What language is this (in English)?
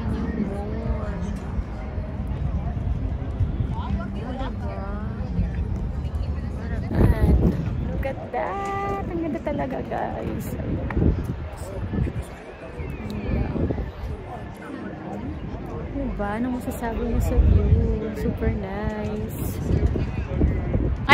Filipino